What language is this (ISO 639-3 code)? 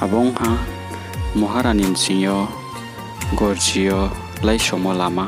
ria